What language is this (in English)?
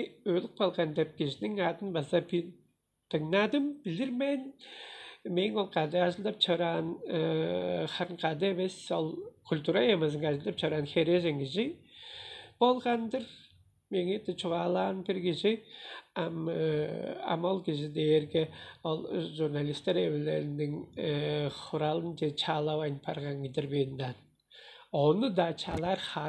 Tuvinian